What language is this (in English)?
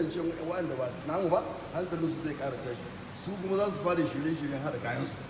Hausa